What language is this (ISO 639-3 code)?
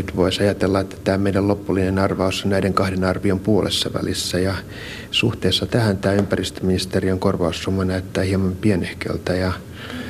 fin